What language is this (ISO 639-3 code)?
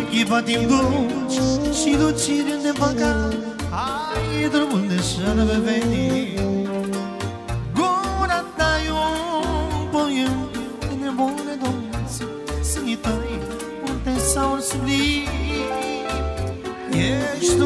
ron